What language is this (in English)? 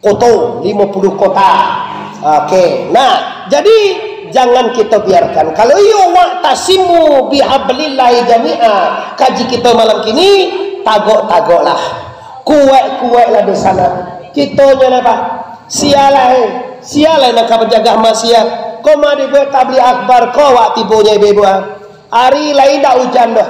Minangkabau